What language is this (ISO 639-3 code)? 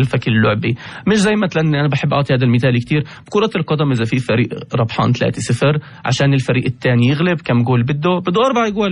apc